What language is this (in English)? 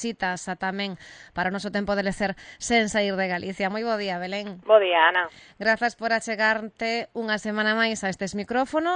Galician